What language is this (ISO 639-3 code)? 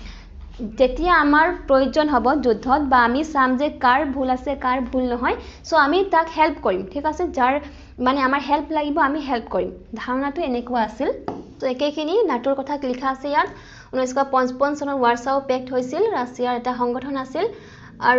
asm